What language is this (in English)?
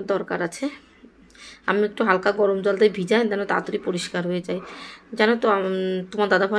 Bangla